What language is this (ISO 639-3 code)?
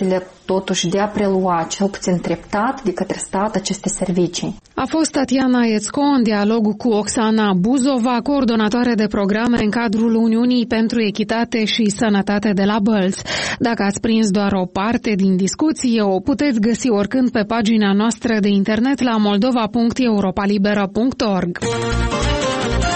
ron